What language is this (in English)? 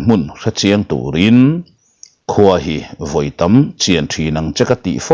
Mizo